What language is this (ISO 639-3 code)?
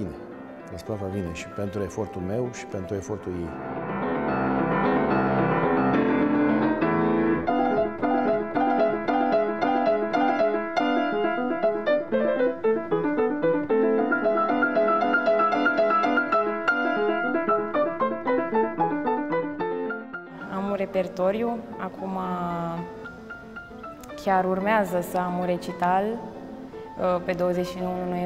ron